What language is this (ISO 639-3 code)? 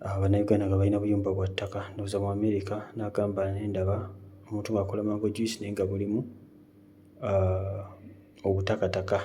lug